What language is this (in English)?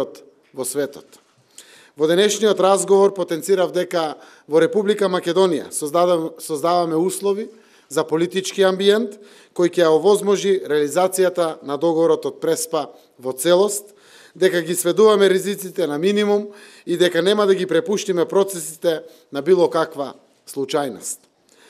Macedonian